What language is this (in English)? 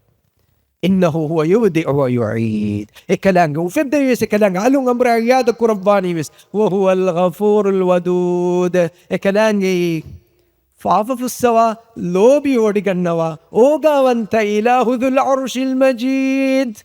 Divehi